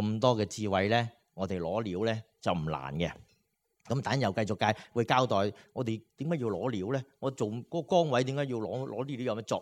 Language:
Cantonese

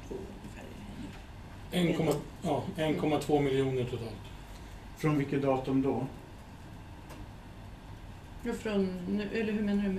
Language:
Swedish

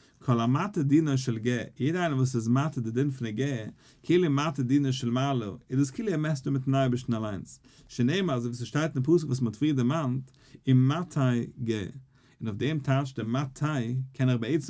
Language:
Yiddish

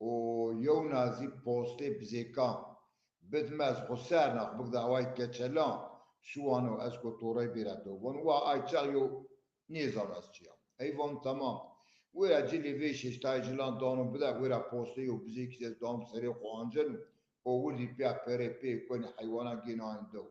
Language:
Zaza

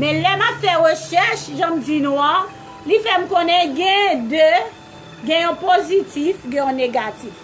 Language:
Haitian Creole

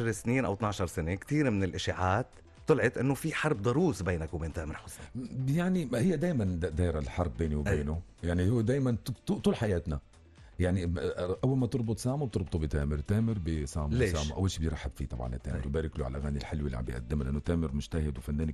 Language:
North Levantine Arabic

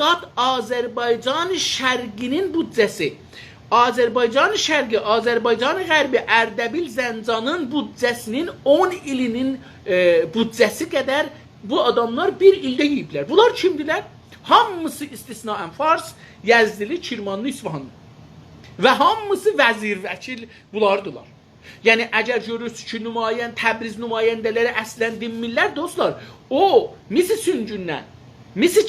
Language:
South Azerbaijani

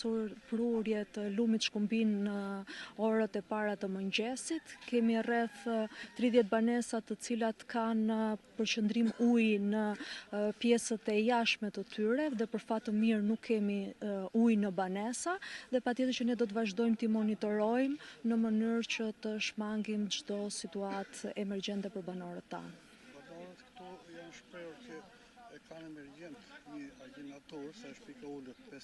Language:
Albanian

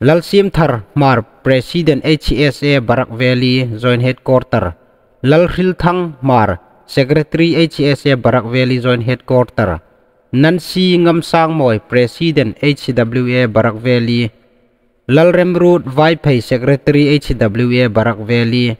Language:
Hmar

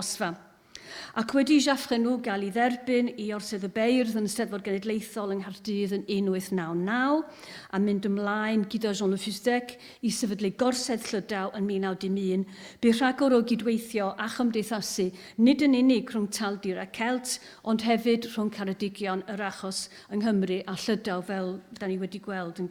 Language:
Welsh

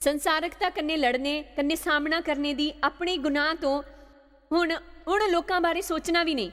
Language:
Dogri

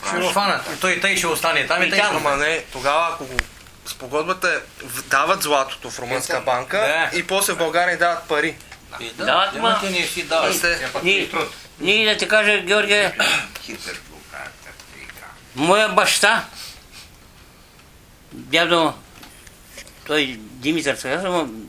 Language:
Bulgarian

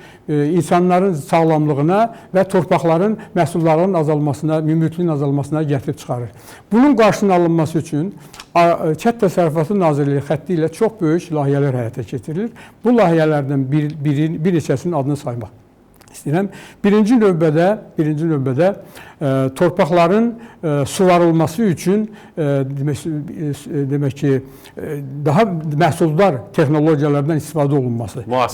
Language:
Azerbaijani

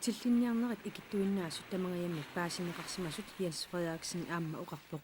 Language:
Kalaallisut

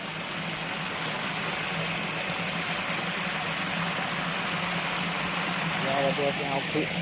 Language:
Lao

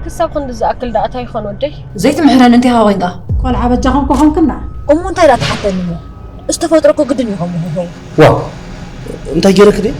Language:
Tigrinya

